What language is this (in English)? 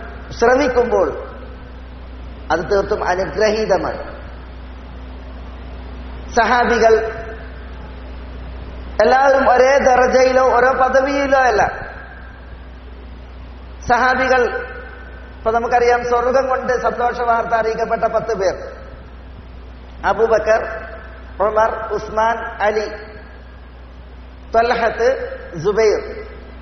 Malayalam